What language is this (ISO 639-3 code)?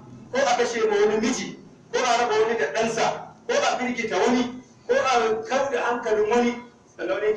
hau